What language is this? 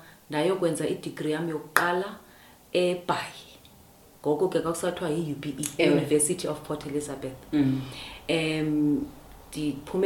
Xhosa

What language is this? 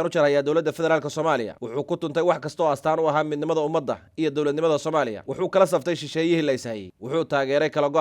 Somali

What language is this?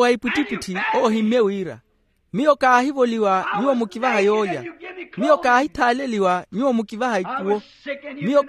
Makhuwa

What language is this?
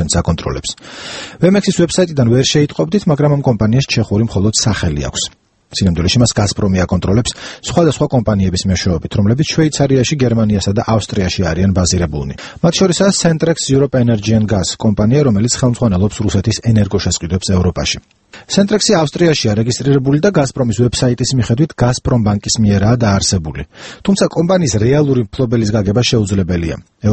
Georgian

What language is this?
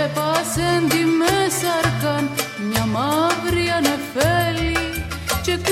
Greek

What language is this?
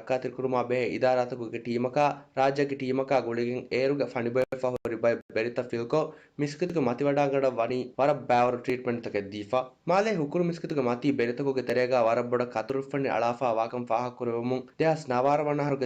Divehi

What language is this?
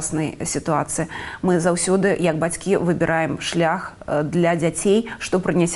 Belarusian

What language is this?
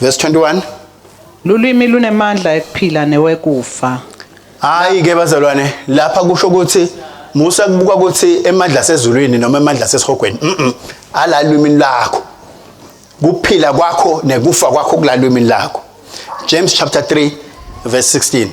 Swati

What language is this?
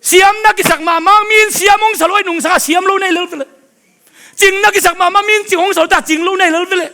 Tedim Chin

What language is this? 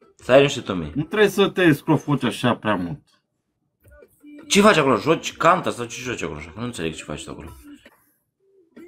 Romanian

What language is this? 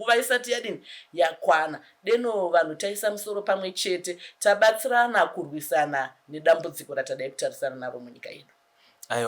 Shona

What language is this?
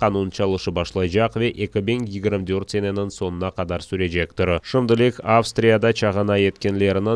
Crimean Tatar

